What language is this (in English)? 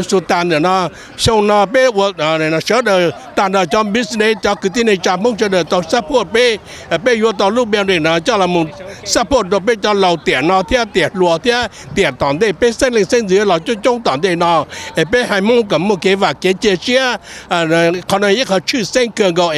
Hmong